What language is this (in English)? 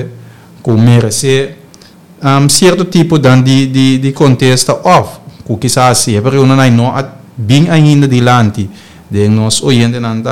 Papiamento